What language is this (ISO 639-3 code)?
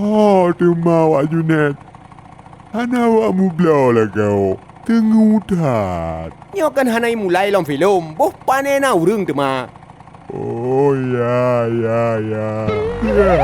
ace